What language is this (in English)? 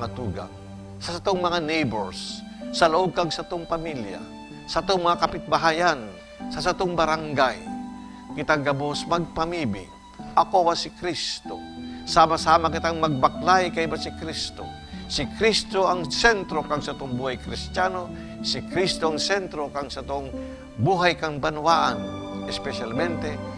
Bikol